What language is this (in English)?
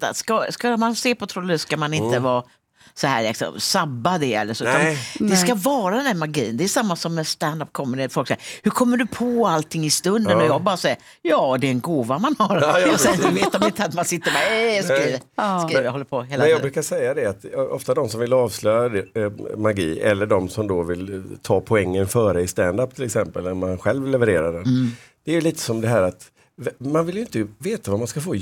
Swedish